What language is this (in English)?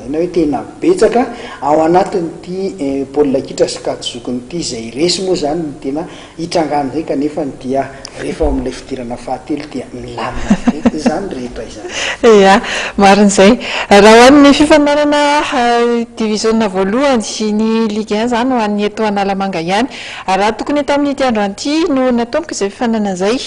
Malagasy